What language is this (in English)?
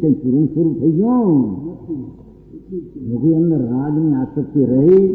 Gujarati